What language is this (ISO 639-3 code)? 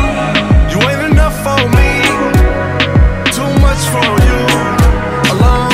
eng